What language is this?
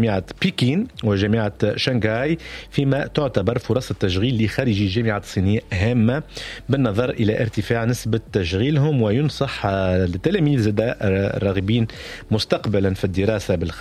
Tunisian Arabic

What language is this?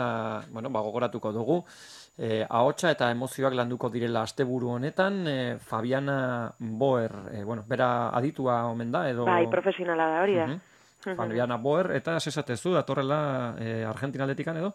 Basque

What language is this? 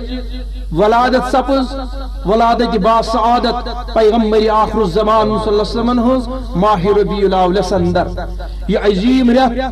Kashmiri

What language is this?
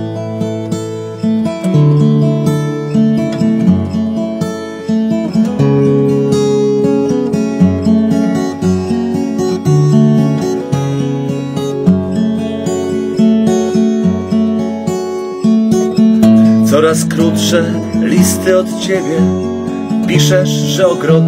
Polish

